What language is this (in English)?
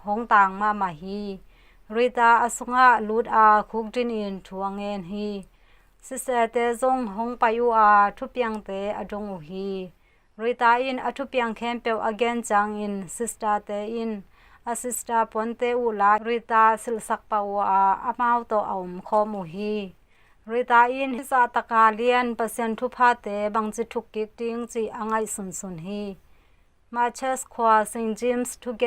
Tedim Chin